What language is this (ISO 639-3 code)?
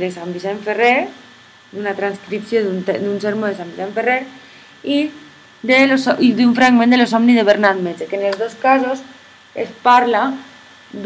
cat